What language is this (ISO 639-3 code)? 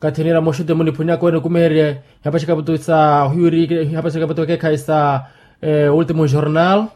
vmw